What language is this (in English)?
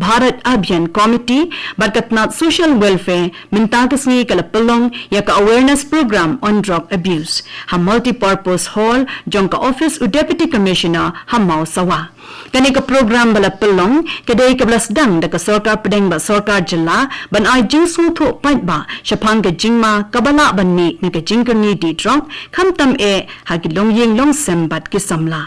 Khasi